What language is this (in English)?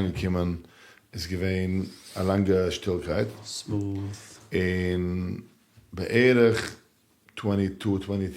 Yiddish